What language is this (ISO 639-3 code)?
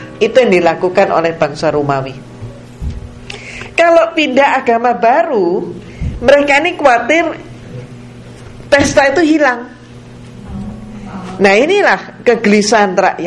ind